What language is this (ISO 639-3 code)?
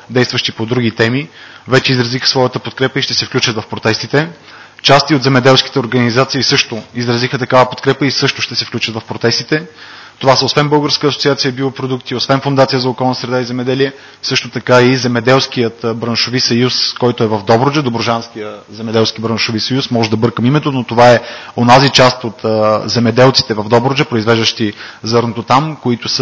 bul